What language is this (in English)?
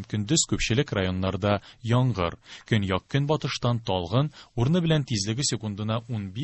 Tatar